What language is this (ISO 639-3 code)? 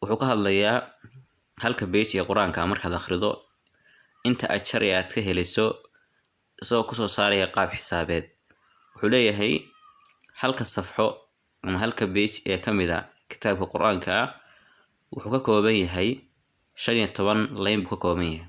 som